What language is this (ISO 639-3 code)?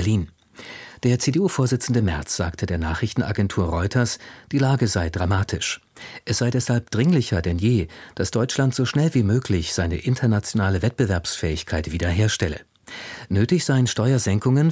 deu